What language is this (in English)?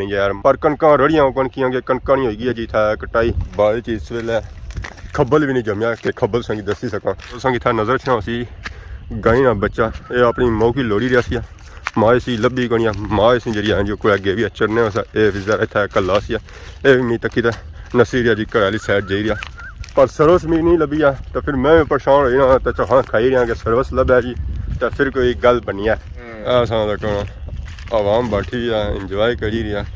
Pahari-Potwari